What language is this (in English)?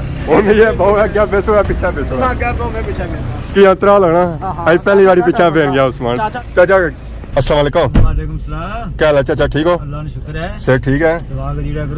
Pahari-Potwari